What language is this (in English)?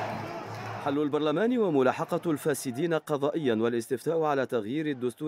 Arabic